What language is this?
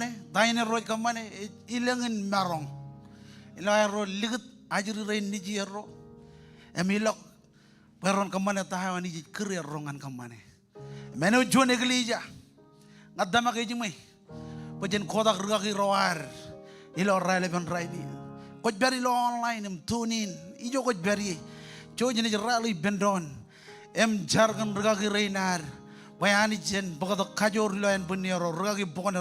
Marshallese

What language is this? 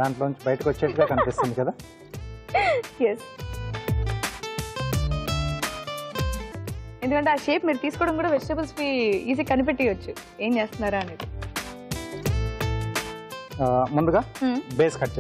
Telugu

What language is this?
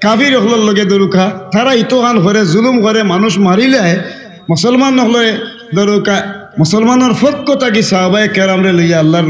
Sylheti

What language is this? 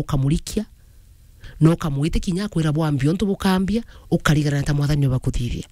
Meru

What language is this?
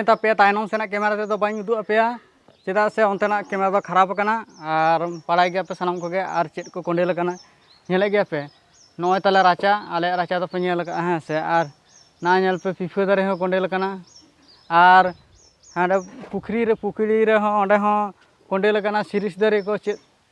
Santali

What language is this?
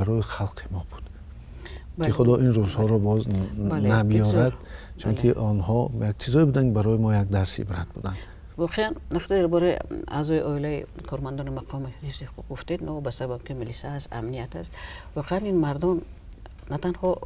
Tajik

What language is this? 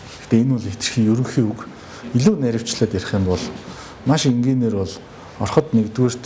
Mongolian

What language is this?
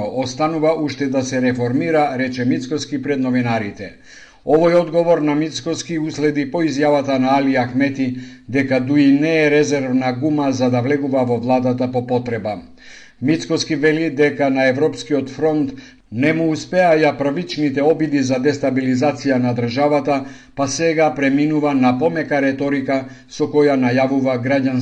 Macedonian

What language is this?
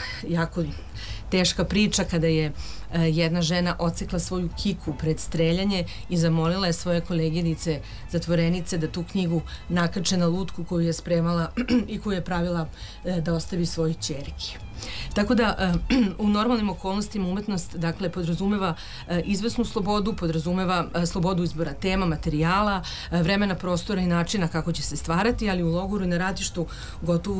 Serbian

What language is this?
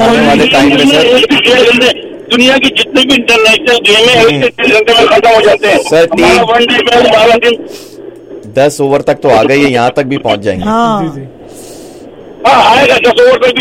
Hindi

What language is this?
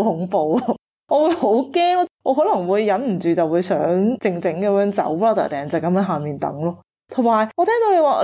Cantonese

